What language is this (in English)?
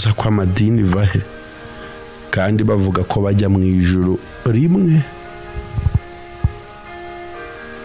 Kinyarwanda